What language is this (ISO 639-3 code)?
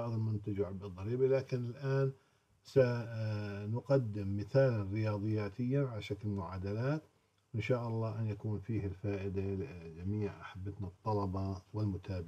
ara